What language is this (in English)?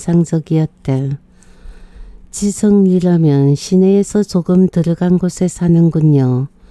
Korean